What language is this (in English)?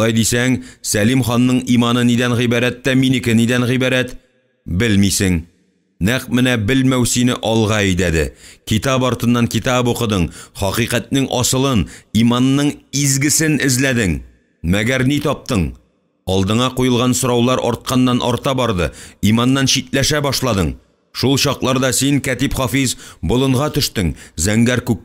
Tatar